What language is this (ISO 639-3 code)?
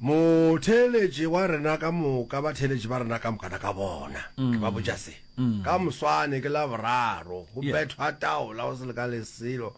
nso